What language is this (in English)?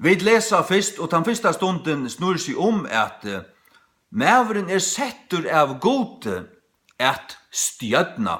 Faroese